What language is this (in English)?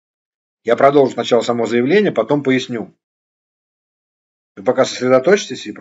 Russian